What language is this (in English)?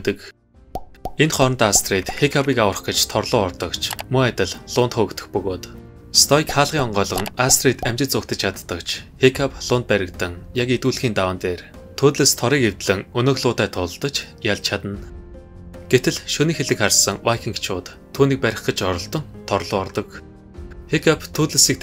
Mongolian